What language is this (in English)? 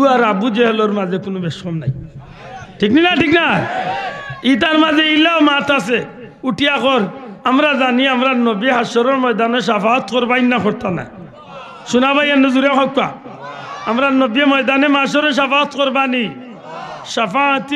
Sylheti